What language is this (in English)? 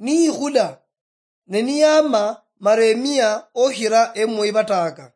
Luyia